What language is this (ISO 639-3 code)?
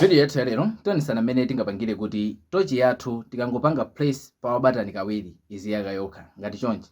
nya